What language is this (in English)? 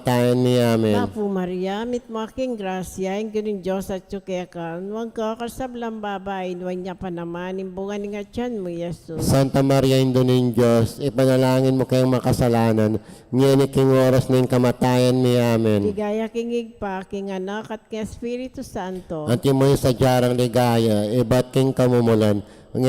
Pampanga